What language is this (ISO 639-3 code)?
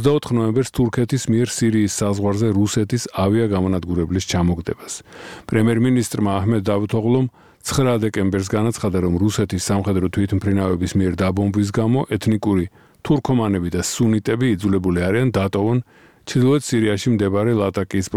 kat